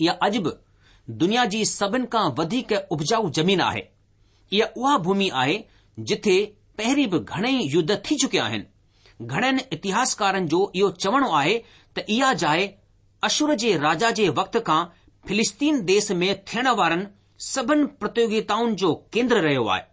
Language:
Sindhi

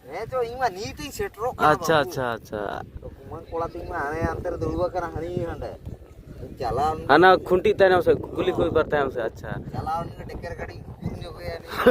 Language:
Santali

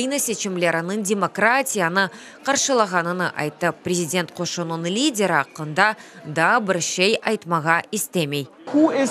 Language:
Crimean Tatar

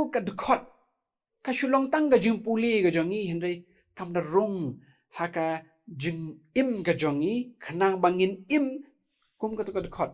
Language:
Khasi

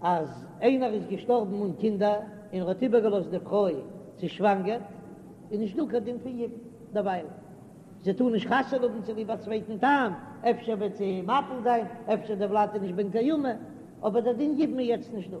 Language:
Yiddish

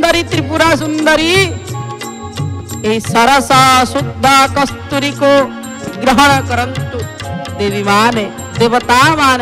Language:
Odia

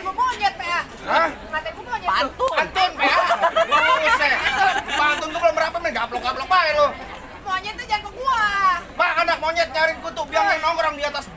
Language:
Betawi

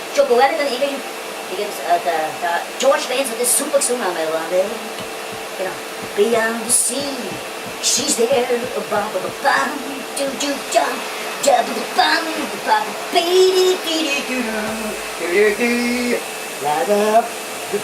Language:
Bavarian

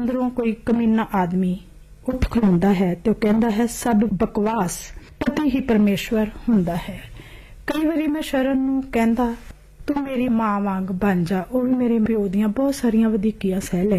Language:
Punjabi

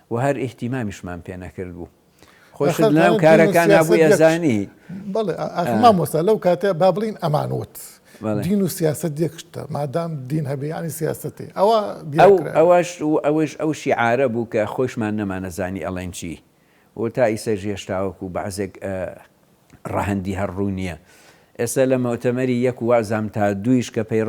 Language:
Central Kurdish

